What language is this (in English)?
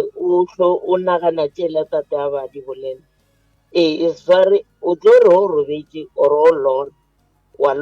Northern Sotho